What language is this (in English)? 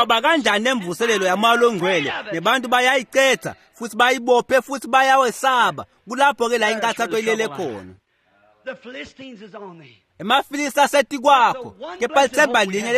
Swati